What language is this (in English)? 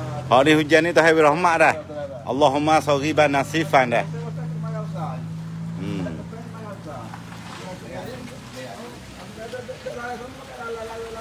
Malay